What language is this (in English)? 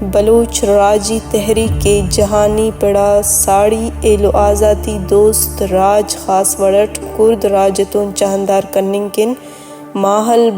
Brahui